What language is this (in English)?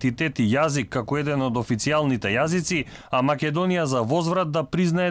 Macedonian